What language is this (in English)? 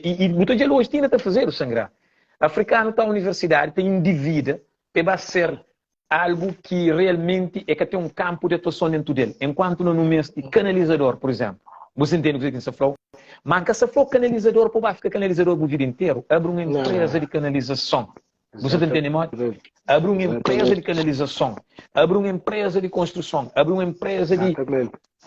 Kabuverdianu